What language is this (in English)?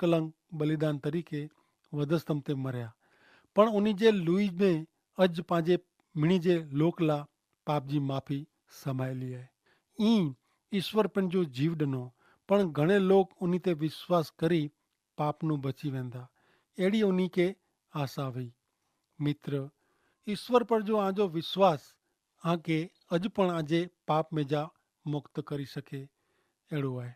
Kachhi